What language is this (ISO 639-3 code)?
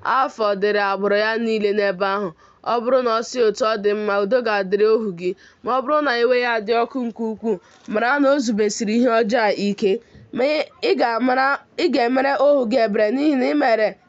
ibo